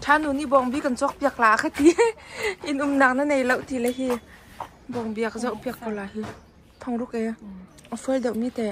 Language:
Hakha Chin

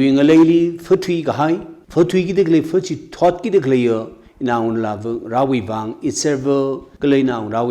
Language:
Tangkhul Naga (India)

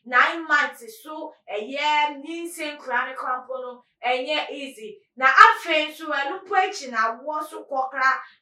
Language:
Akan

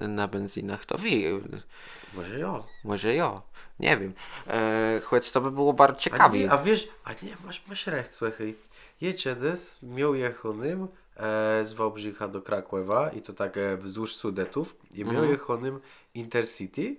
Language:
Kashubian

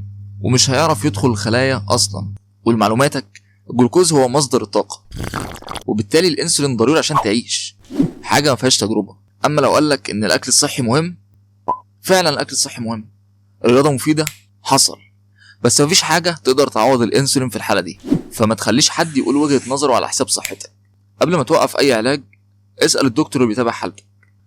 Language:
Egyptian Arabic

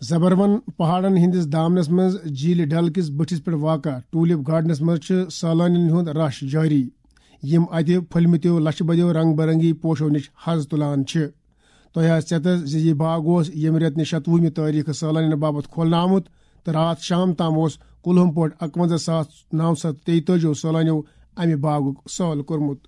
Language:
Kashmiri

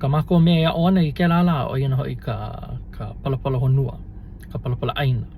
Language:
Hawaiian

